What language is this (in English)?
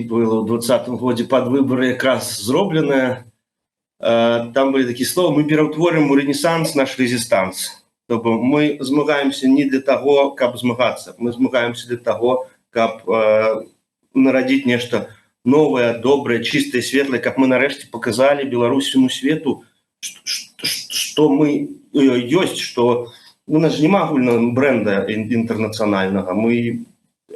Belarusian